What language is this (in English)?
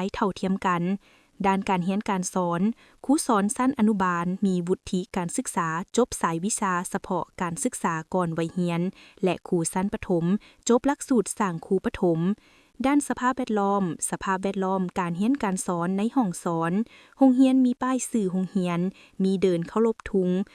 Lao